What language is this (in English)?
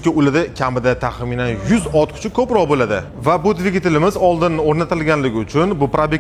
Uzbek